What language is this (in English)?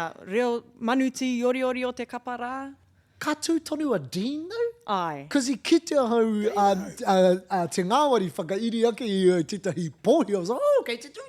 Māori